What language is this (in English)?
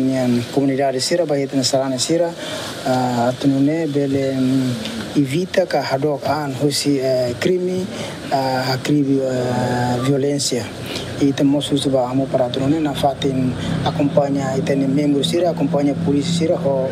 Tetum